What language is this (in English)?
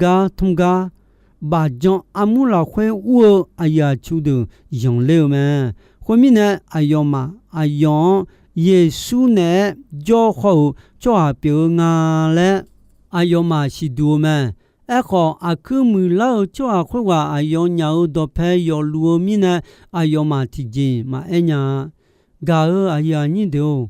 Akha